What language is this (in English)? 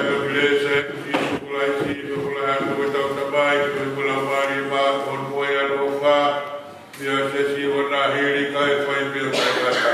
Tongan